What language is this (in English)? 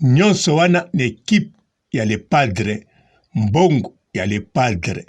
Lingala